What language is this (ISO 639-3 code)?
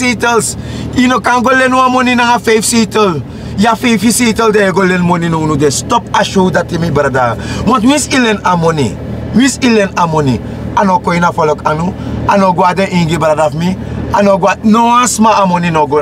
srn